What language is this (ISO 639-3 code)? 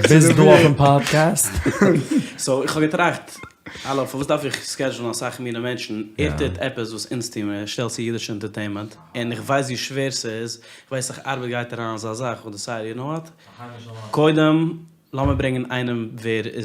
yid